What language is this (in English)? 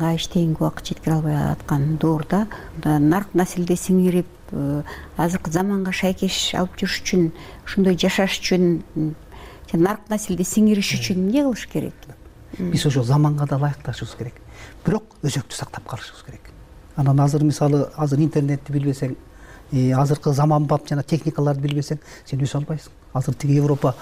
Kyrgyz